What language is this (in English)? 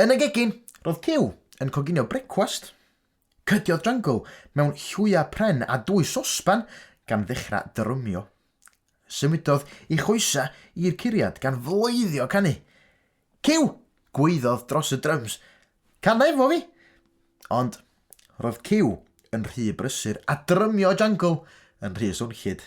Welsh